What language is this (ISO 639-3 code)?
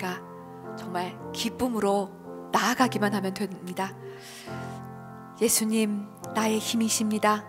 kor